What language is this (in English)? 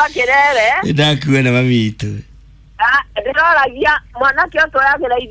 Kikuyu